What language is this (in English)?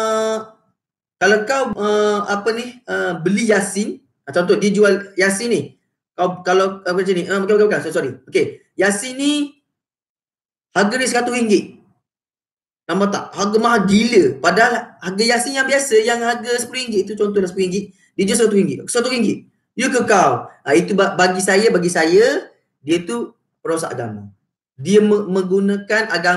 Malay